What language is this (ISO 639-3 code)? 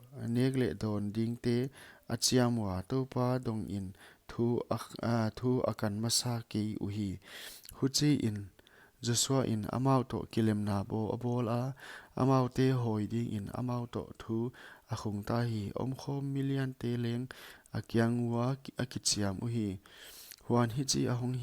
pck